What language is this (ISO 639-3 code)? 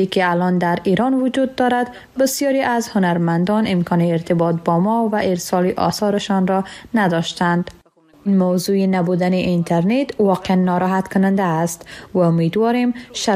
fas